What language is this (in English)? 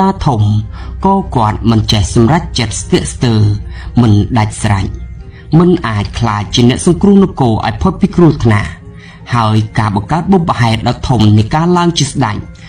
Khmer